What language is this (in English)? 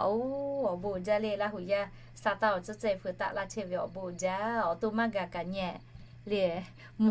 Lahu